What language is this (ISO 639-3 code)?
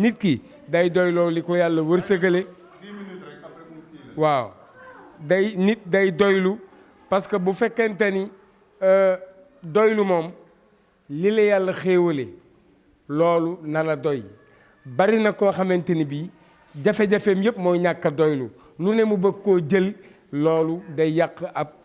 wol